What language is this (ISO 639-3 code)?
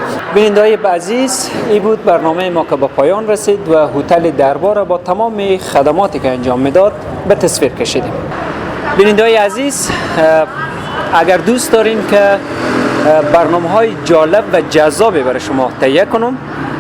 fas